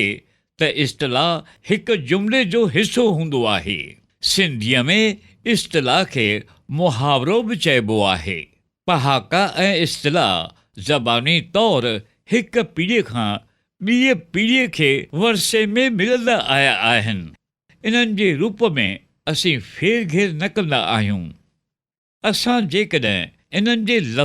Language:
Sindhi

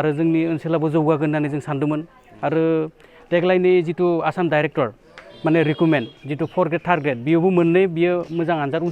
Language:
Bodo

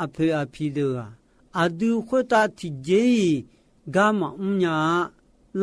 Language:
Akha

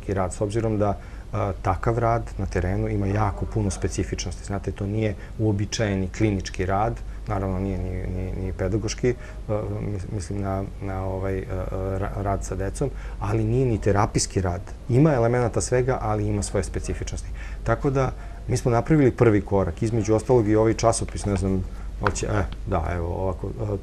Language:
Serbian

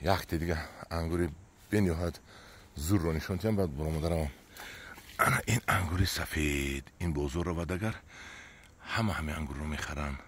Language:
Tajik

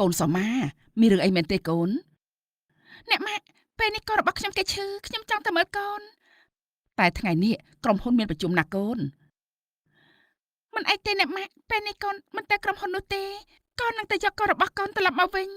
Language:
Khmer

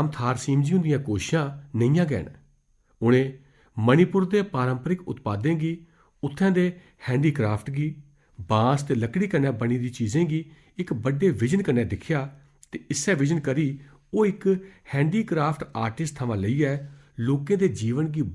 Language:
Dogri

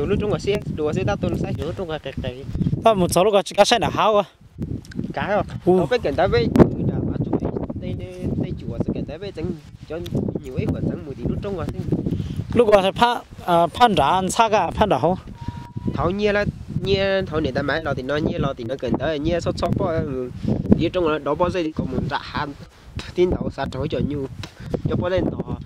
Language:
Hmong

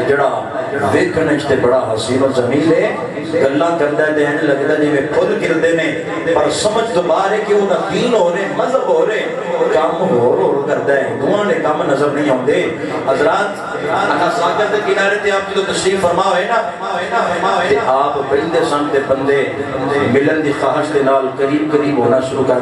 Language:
Western Panjabi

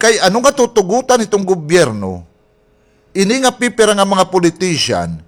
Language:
Waray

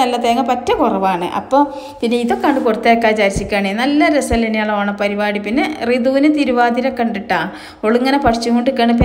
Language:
Malayalam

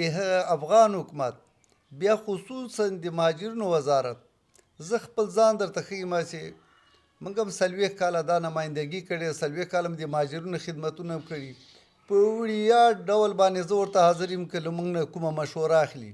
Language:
Pashto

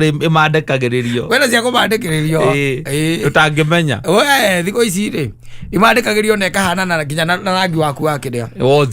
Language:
Kikuyu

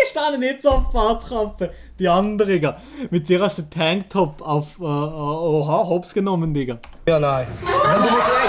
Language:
Swiss German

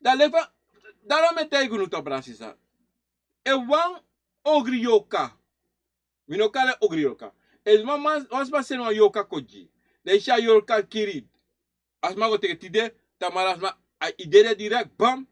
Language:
Sranan Tongo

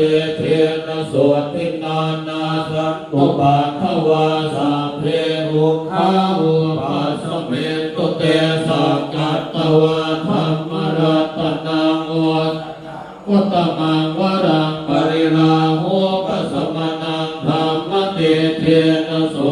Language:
Pali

